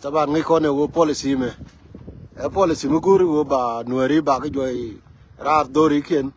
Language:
Nuer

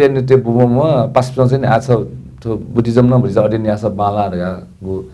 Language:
Newari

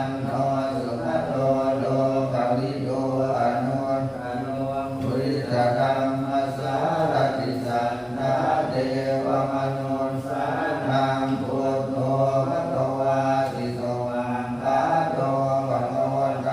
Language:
Pali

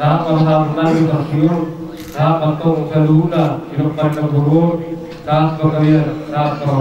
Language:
Batak Toba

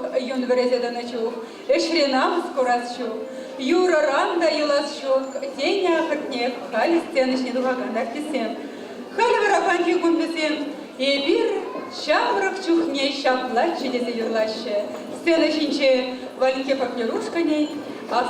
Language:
Chuvash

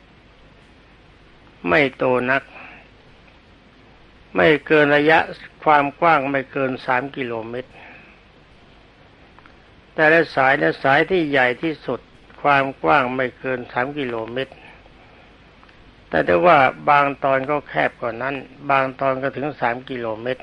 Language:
Thai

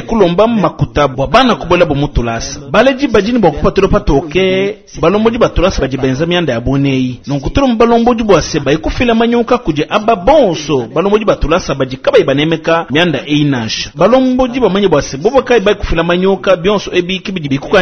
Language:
Luba-Lulua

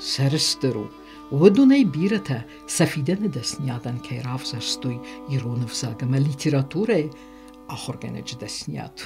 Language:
Ossetic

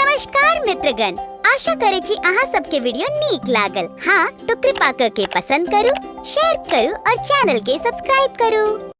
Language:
Maithili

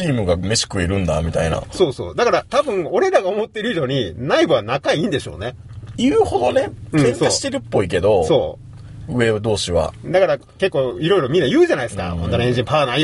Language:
Japanese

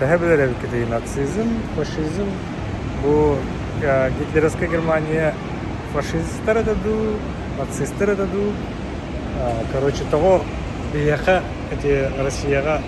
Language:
Yakut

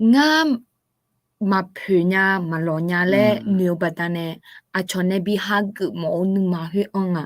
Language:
Akha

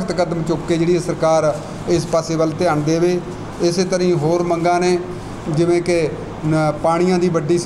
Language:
Punjabi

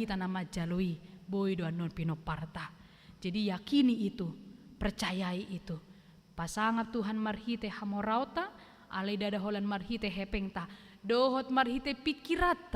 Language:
Batak Toba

